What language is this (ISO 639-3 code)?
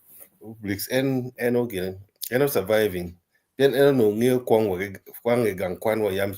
ach